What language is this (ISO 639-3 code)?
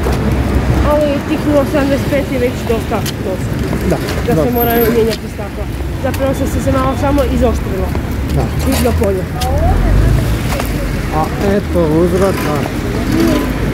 hrv